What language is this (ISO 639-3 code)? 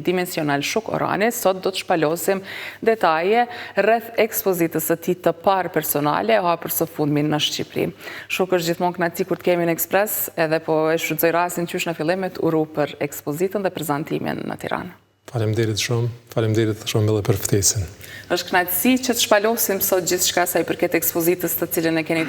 sqi